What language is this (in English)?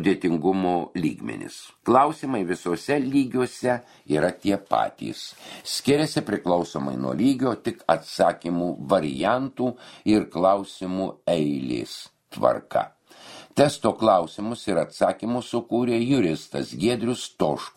Lithuanian